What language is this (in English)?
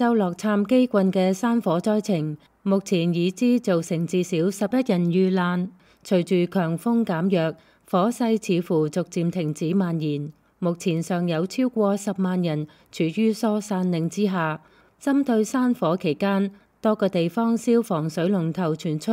Cantonese